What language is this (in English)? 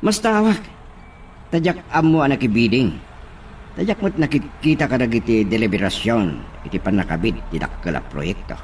Iloko